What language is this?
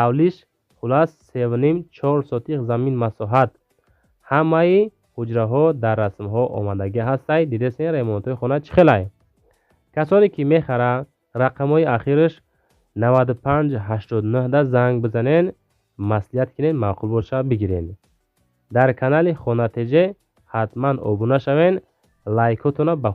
Tajik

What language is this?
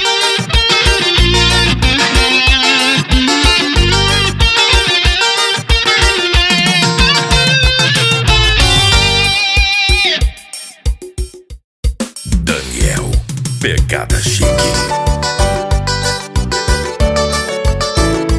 Portuguese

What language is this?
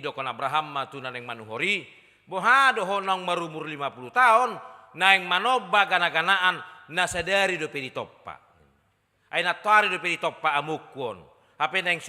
Batak Toba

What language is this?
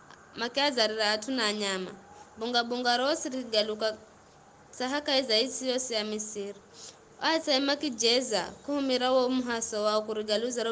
Giryama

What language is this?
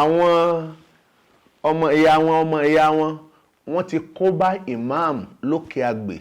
Yoruba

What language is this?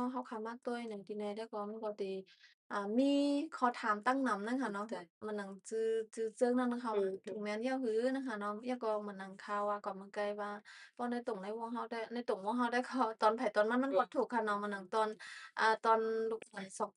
Shan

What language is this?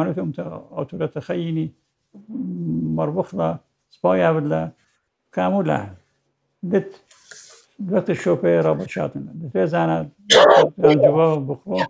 Assyrian Neo-Aramaic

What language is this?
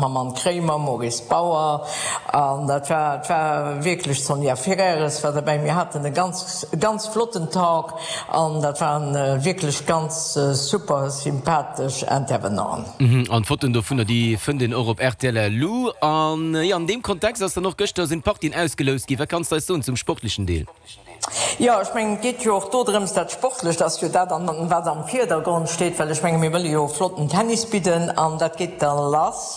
Luxembourgish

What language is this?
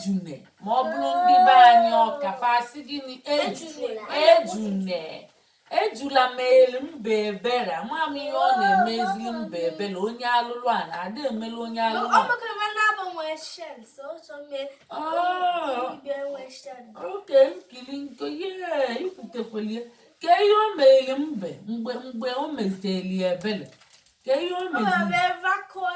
Igbo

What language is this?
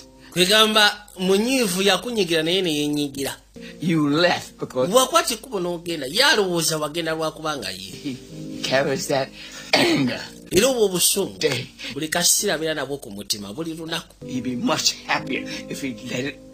Ganda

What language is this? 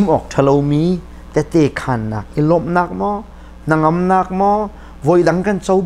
Hakha Chin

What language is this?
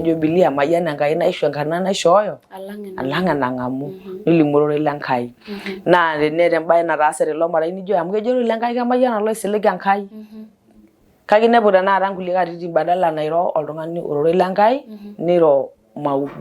Masai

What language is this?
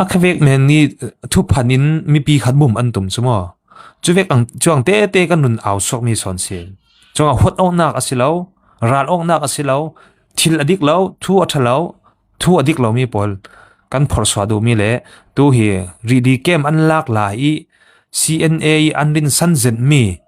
Falam Chin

